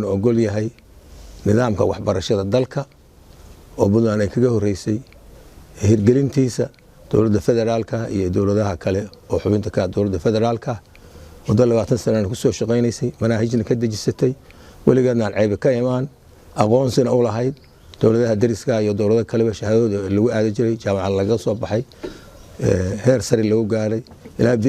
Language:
Somali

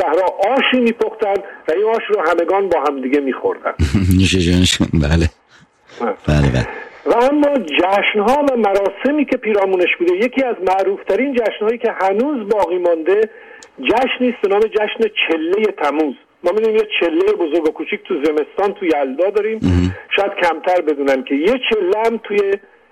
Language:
Persian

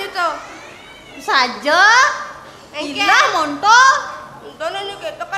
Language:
Balinese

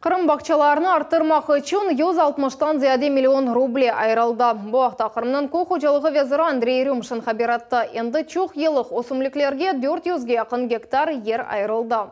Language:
Crimean Tatar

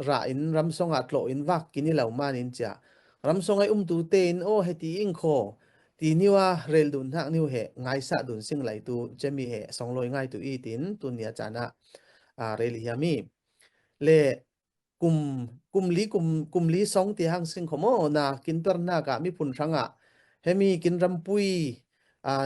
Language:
Falam Chin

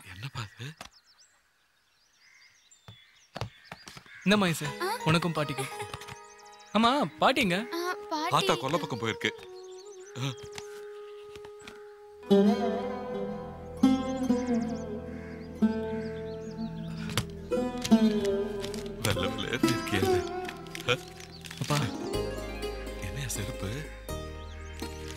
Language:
Tamil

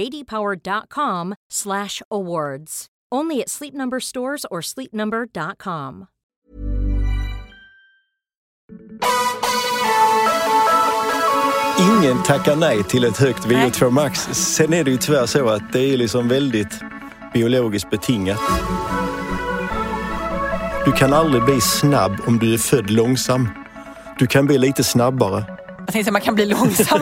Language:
Swedish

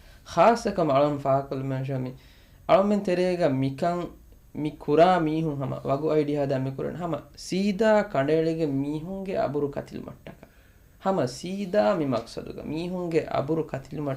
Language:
Divehi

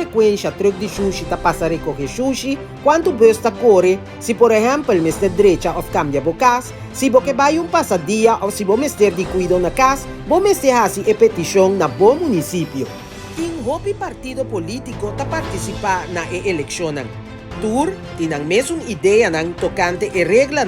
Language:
Papiamento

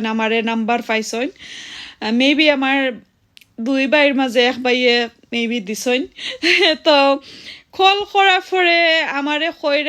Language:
Sylheti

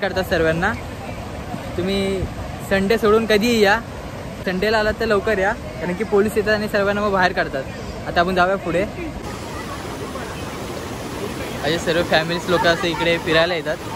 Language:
Marathi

